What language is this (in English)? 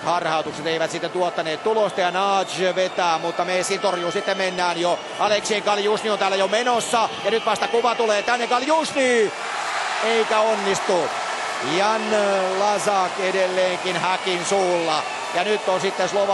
Finnish